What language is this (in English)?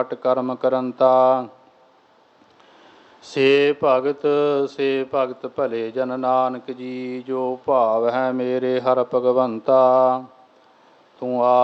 Punjabi